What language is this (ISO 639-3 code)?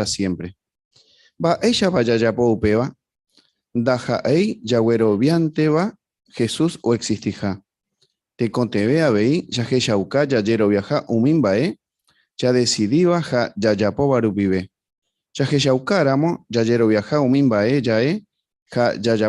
grn